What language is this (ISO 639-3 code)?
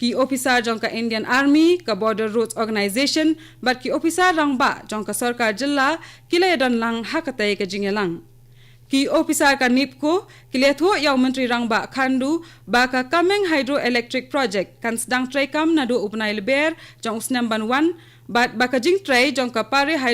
kha